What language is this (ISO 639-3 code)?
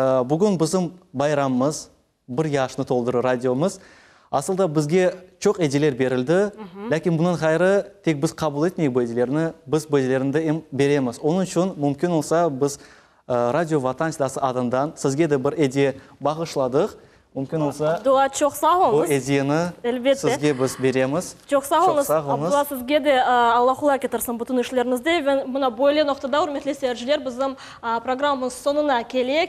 crh